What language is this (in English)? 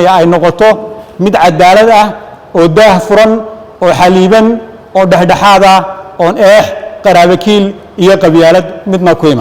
Somali